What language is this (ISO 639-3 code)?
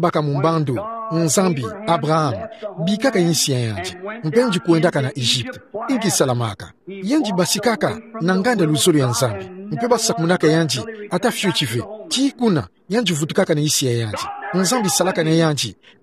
ktu